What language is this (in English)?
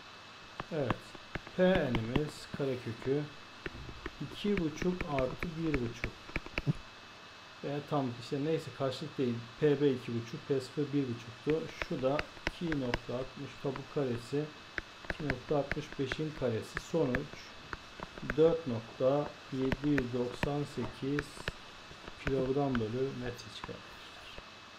Turkish